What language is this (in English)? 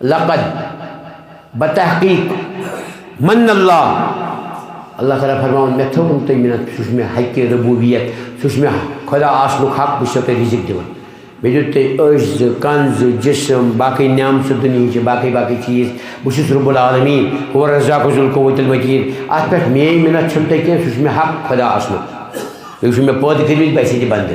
Kashmiri